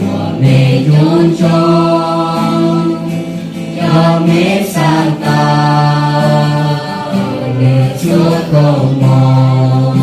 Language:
Hmong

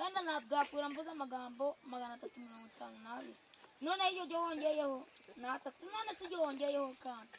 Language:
Kinyarwanda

